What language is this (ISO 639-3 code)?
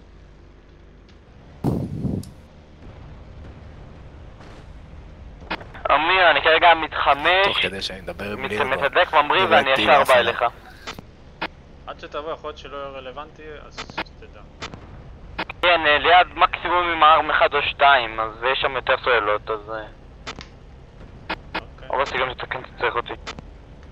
heb